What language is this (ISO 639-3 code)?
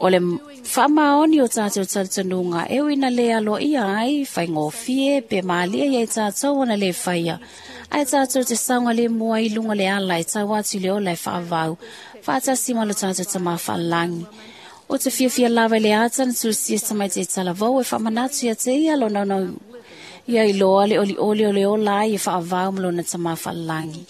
smo